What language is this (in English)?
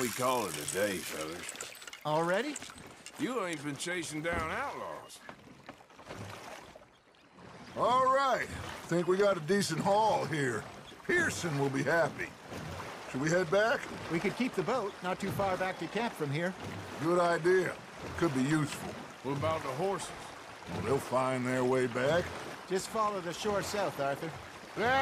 English